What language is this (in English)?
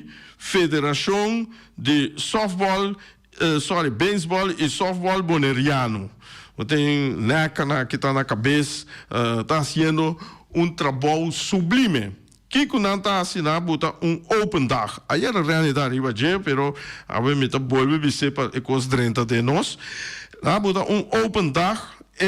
Papiamento